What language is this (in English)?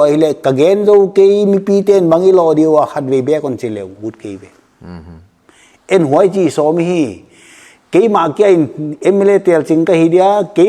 Paite Chin